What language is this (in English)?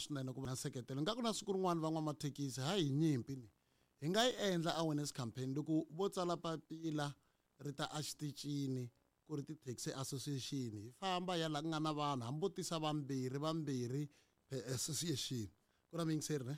Tsonga